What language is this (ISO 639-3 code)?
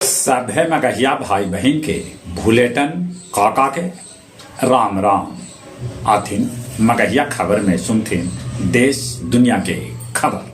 mag